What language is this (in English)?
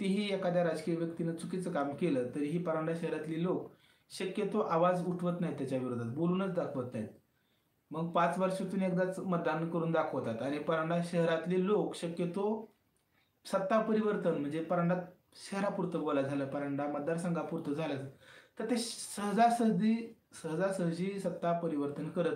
Marathi